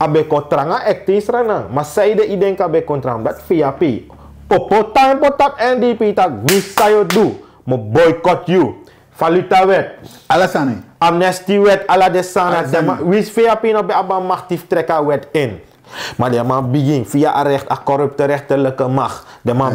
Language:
Sranan Tongo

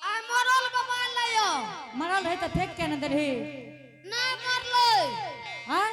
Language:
Angika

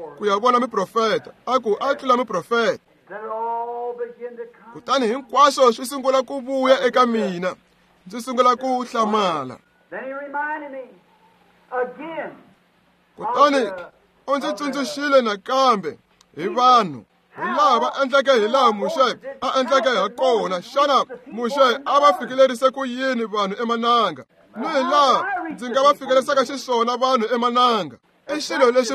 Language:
Tsonga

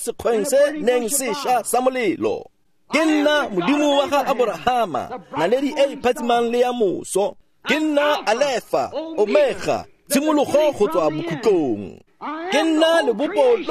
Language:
Tswana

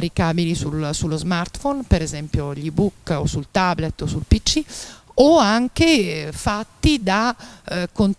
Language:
Italian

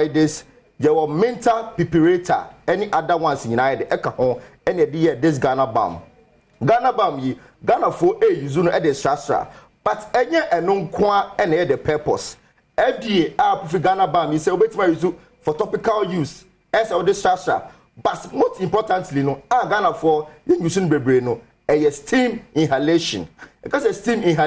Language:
Akan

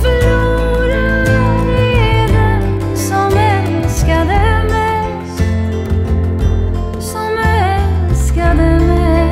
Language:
Swedish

